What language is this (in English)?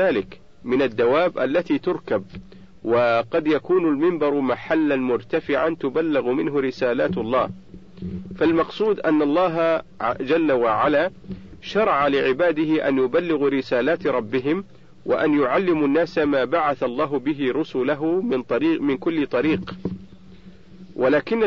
Arabic